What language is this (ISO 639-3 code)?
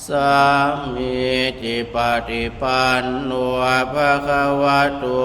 pli